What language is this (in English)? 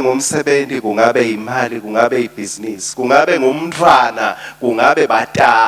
Swati